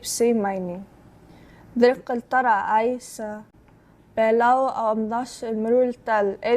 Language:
Palauan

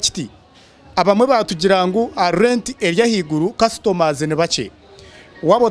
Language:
Nyankole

